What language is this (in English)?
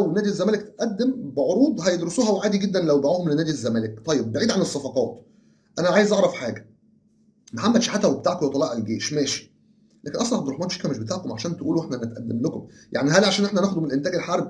Egyptian Arabic